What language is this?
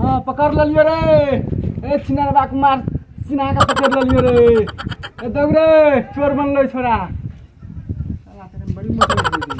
Maithili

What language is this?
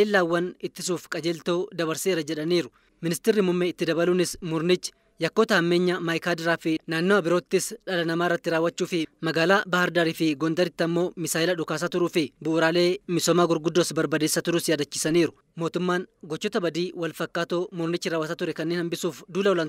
Oromo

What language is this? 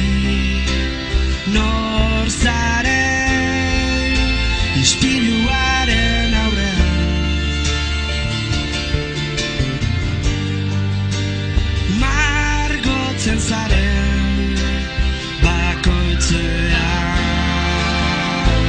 Basque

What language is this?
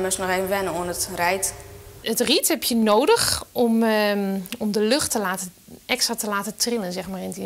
Western Frisian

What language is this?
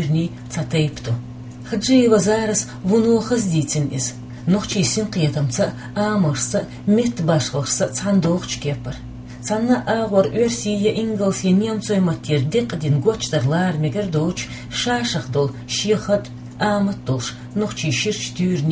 Chechen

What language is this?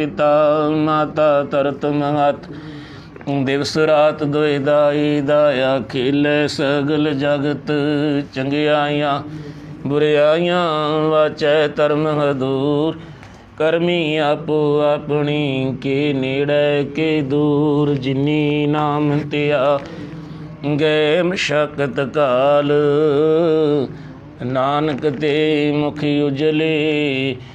Punjabi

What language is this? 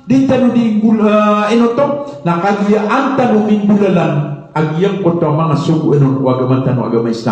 Maranao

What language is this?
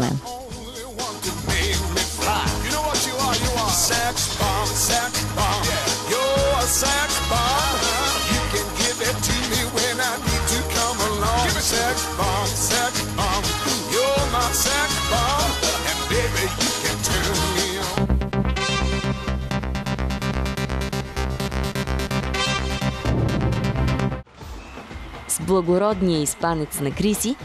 Bulgarian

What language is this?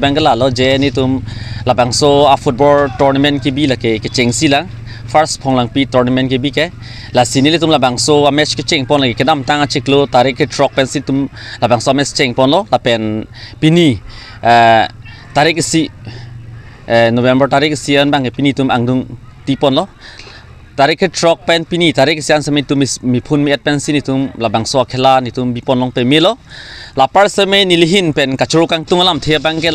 Karbi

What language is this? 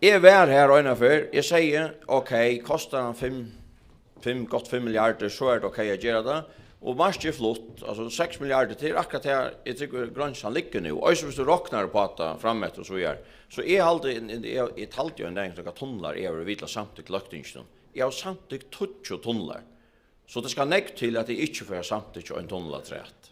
Faroese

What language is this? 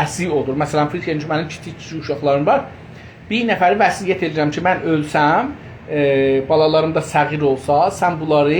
South Azerbaijani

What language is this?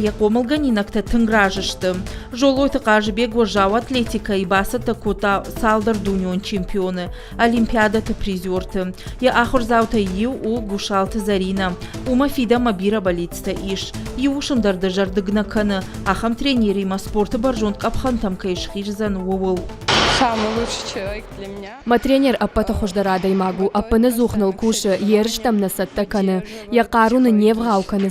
Ossetic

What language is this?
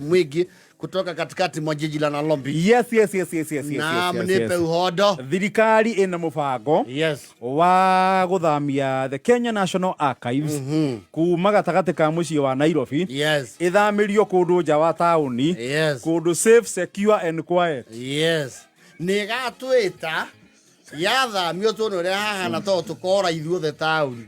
Kikuyu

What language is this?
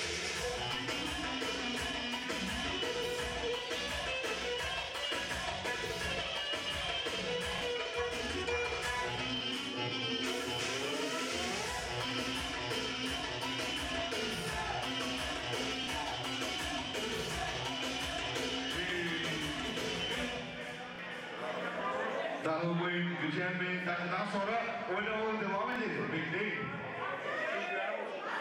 Turkish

